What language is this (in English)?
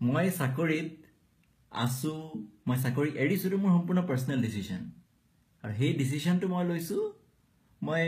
Assamese